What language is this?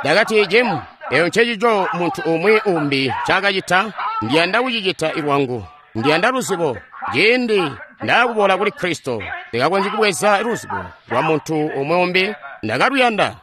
Tonga (Zambia)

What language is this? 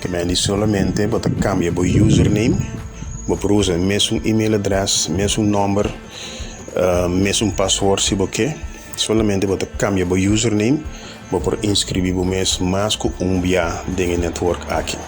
Papiamento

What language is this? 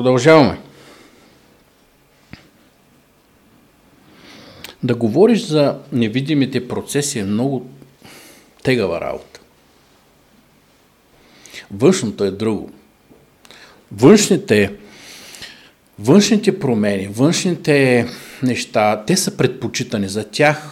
Bulgarian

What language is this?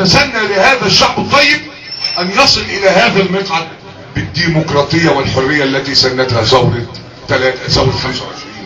Egyptian Arabic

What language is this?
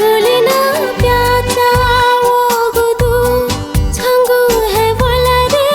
Newari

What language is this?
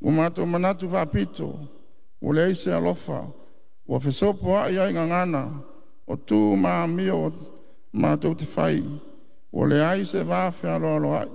Samoan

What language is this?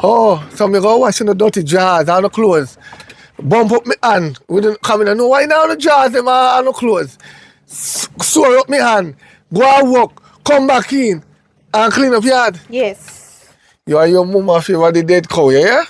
Jamaican Creole English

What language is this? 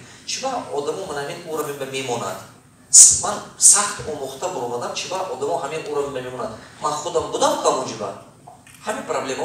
Tajik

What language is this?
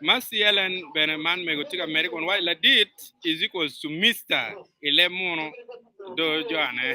Acoli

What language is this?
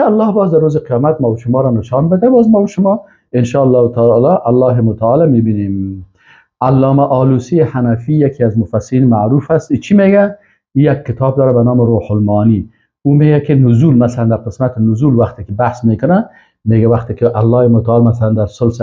Persian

